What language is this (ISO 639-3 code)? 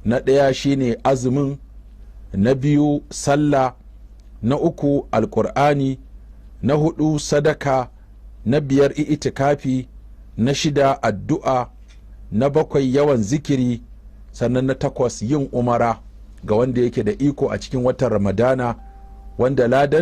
hau